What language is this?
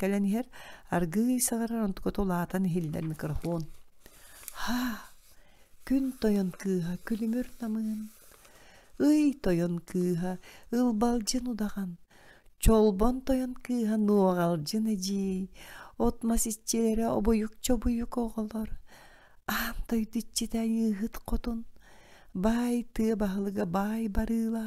Yakut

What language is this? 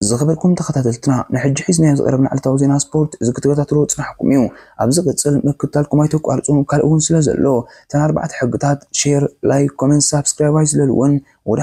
Tigrinya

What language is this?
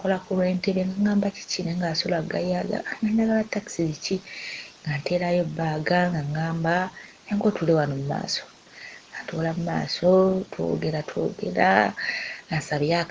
Ganda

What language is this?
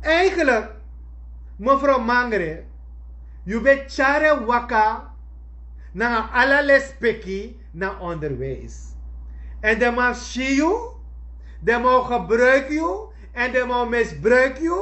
Sranan Tongo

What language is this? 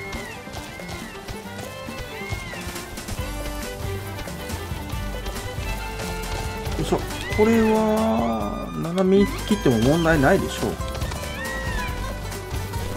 Japanese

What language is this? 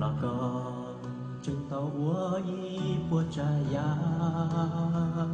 Hmong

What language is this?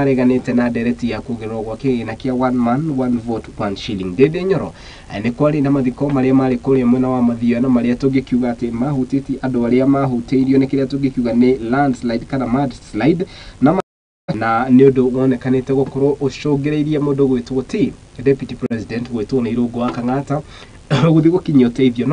Kikuyu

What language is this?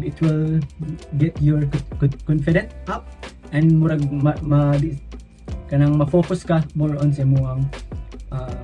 Cebuano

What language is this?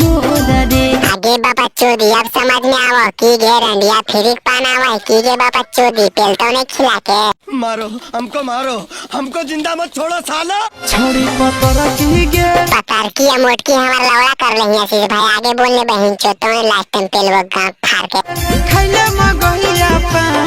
Magahi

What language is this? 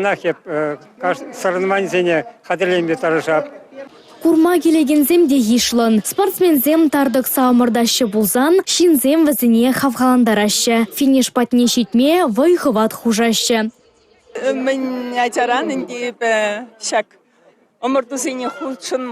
Chuvash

